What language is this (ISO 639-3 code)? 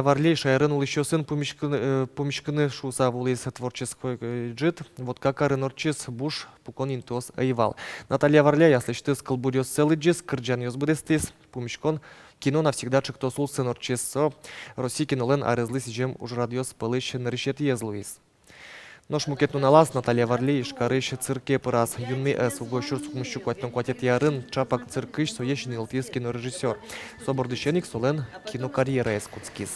udm